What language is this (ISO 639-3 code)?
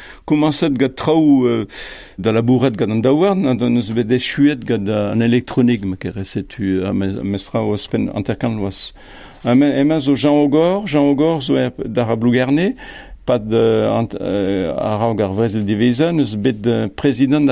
bre